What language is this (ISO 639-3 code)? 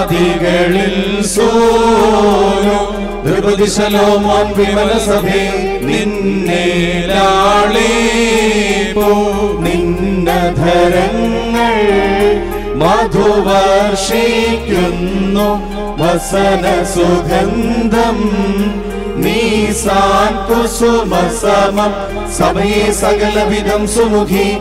mal